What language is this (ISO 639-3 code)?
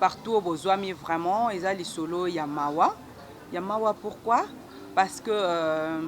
lin